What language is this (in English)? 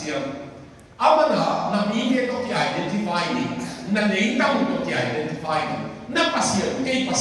Tedim Chin